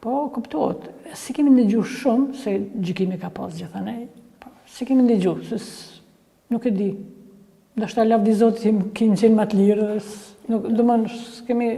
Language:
Albanian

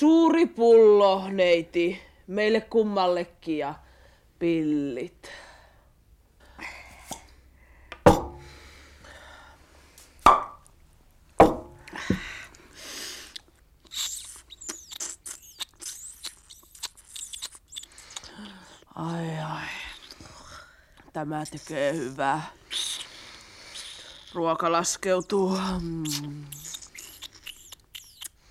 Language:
Finnish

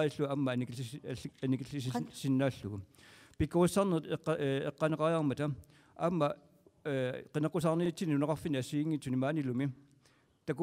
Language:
Kalaallisut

